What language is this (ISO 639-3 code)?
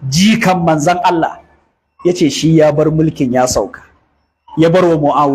hau